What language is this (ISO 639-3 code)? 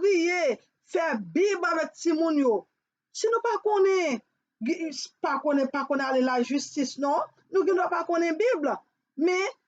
hat